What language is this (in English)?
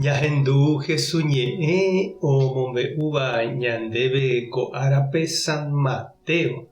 Guarani